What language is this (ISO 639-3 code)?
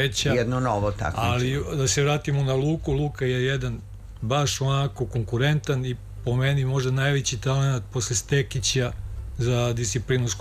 srp